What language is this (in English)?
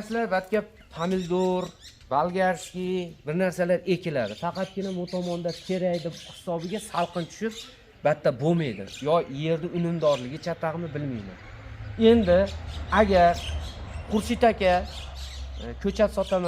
Uzbek